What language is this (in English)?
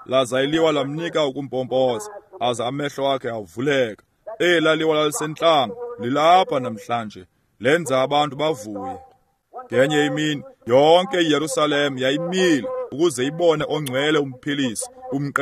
Xhosa